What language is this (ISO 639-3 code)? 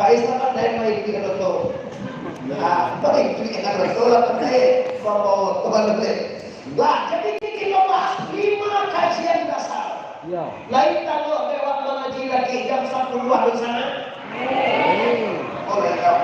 min